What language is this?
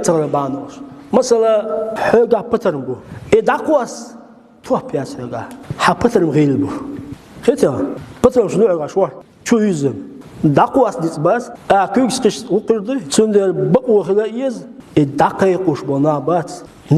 Chechen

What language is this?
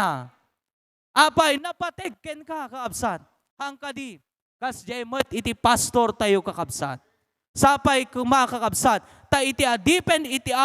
Iloko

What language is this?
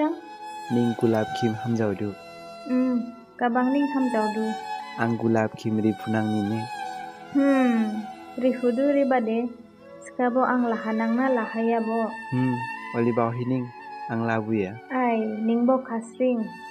Dimasa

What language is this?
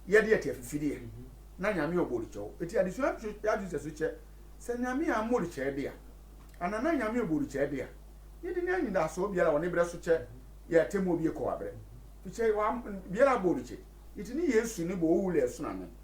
Sehwi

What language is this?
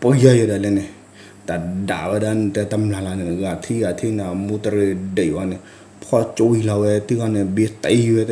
S'gaw Karen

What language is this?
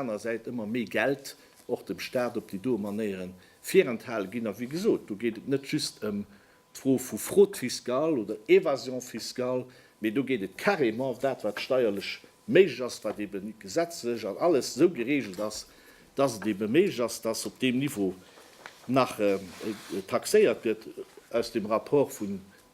Luxembourgish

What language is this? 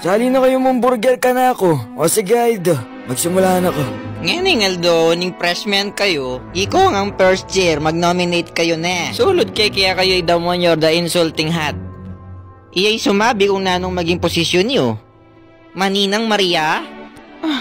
Pampanga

